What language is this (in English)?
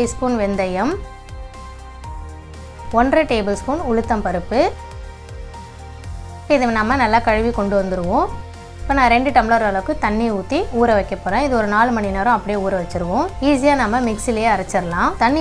Tamil